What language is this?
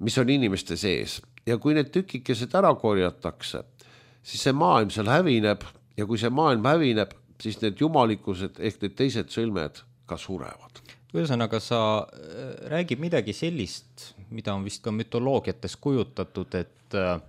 Estonian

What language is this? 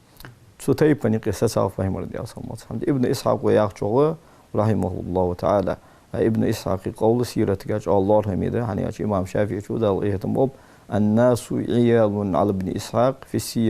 Ingush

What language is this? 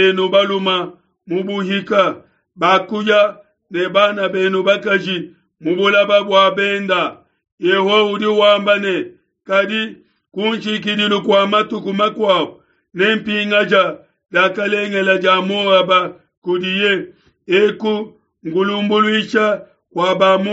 Luba-Lulua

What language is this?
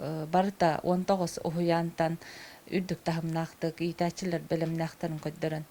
Yakut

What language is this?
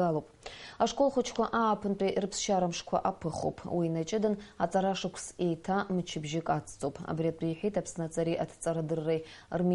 Abkhazian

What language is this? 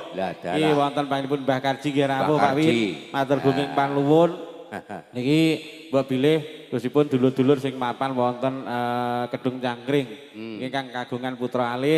Javanese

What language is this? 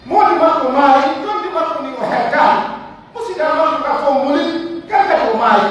Pular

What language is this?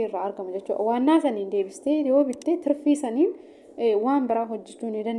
Oromo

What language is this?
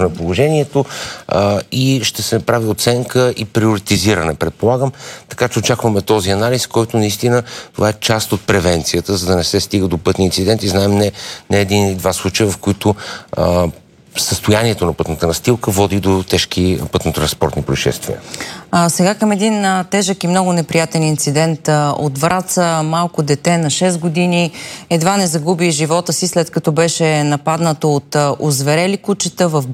Bulgarian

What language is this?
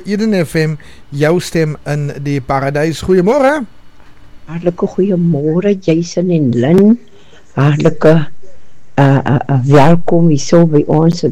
Afrikaans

